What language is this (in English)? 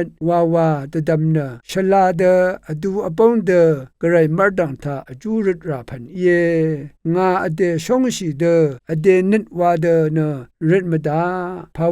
Rawang